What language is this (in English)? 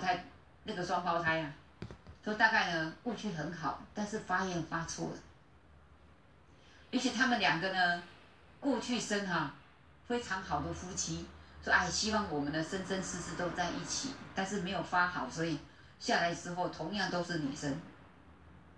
Chinese